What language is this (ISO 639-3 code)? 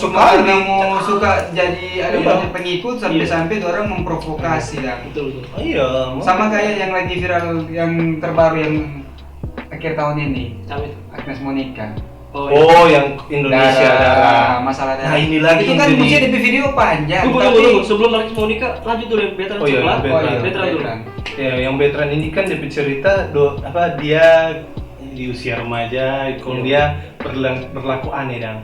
xmm